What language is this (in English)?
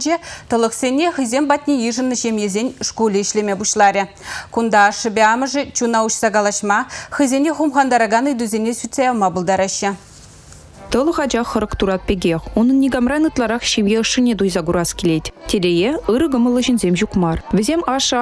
Chuvash